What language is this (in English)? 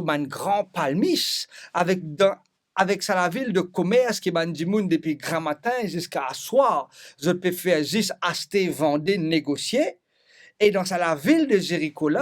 Morisyen